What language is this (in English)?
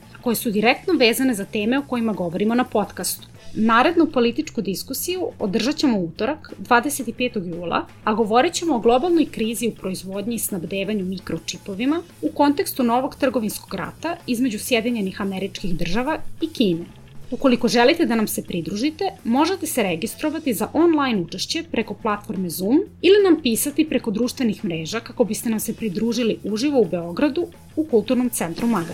Serbian